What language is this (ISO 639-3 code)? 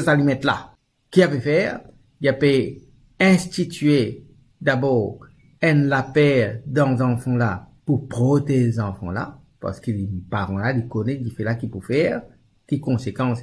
mfe